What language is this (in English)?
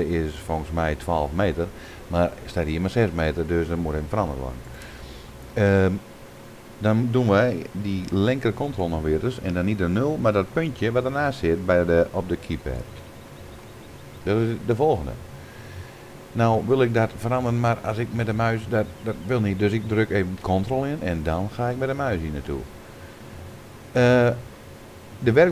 Dutch